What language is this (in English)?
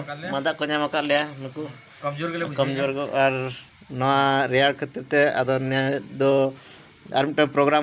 Santali